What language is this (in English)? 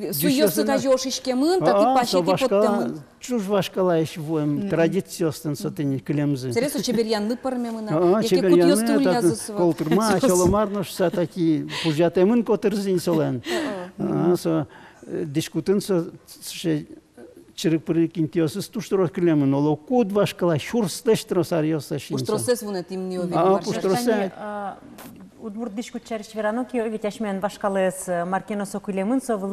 Udmurt